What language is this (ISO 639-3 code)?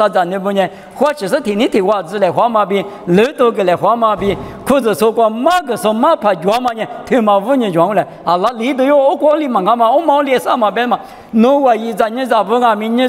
lis